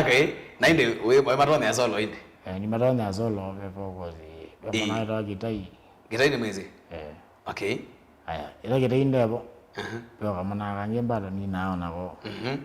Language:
Kamba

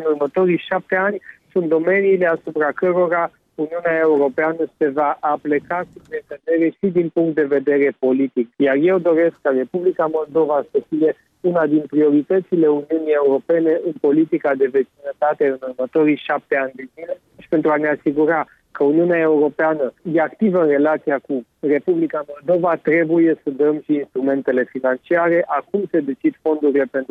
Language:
Romanian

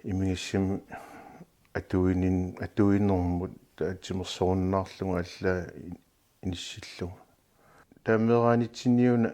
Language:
Kalaallisut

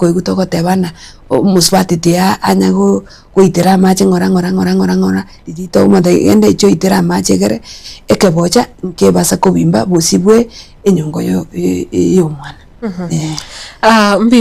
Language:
Gusii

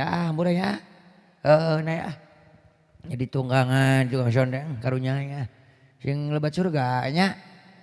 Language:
Sundanese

